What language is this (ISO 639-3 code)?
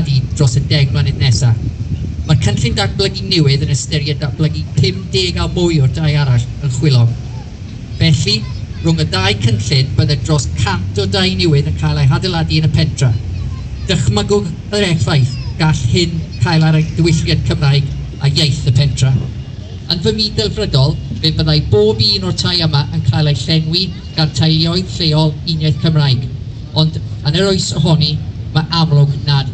cym